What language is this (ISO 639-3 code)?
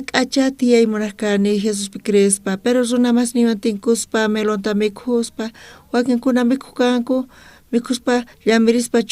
quh